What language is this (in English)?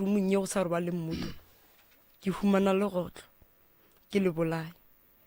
Northern Sotho